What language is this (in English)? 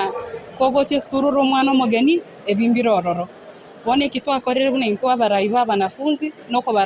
Gusii